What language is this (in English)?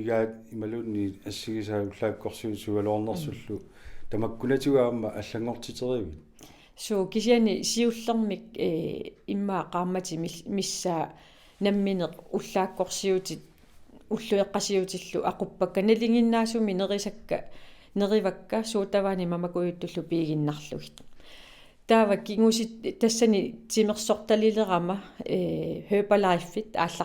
Kalaallisut